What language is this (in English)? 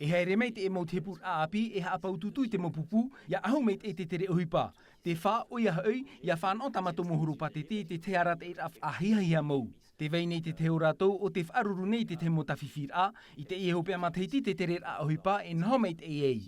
Tahitian